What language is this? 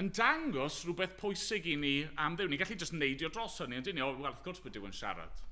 Welsh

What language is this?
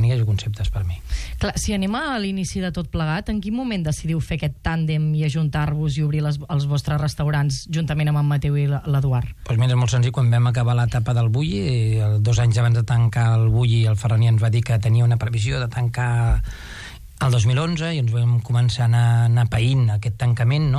Catalan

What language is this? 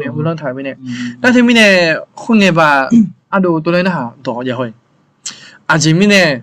Akha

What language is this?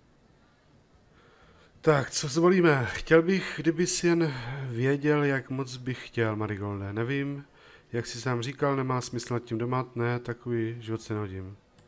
Czech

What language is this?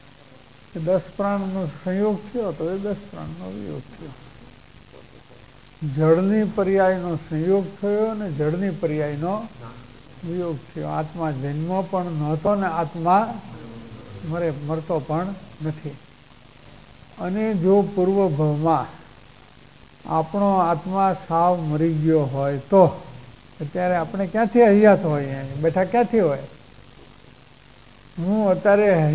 Gujarati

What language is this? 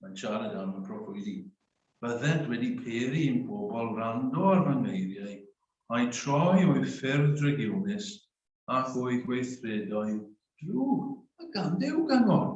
Welsh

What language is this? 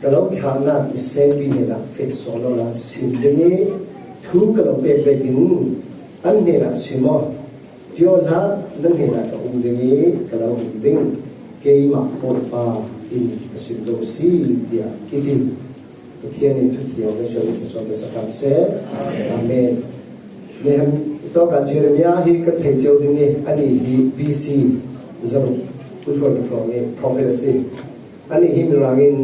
Falam Chin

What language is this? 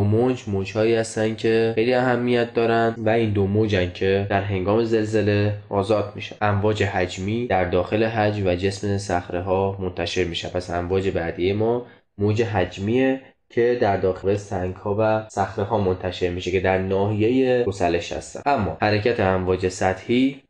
Persian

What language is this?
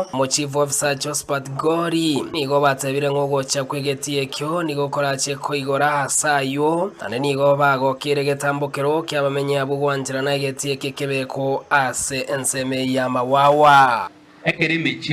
Gusii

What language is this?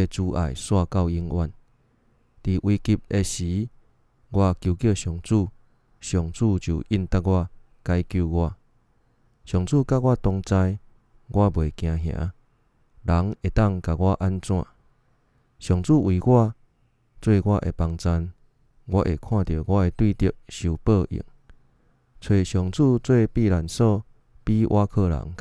Min Nan Chinese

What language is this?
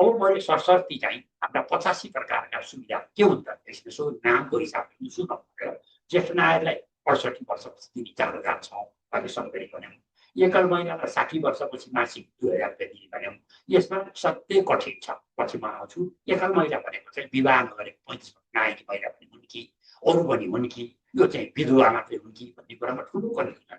Nepali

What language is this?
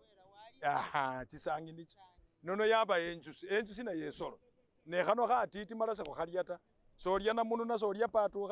Masaaba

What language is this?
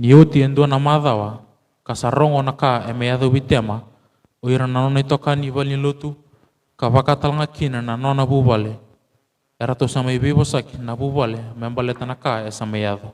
Fijian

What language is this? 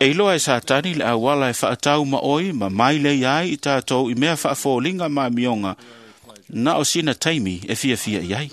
Samoan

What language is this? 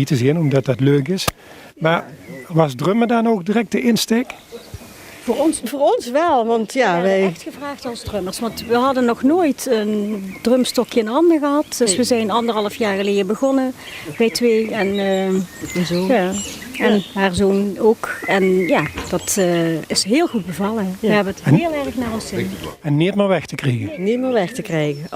Limburgish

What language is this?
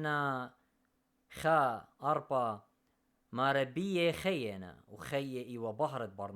Assyrian Neo-Aramaic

